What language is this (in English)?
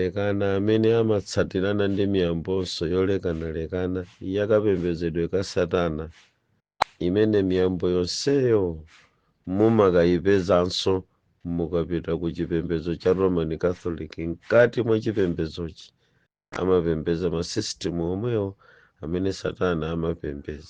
Nyanja